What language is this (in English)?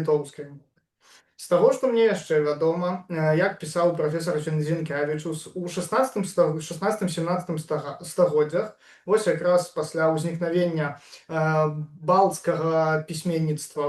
Belarusian